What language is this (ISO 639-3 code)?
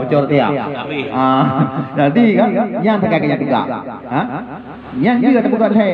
ace